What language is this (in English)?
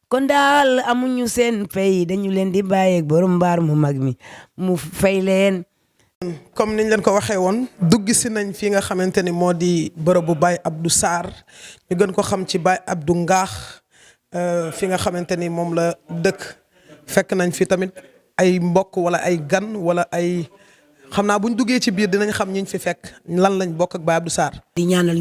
Wolof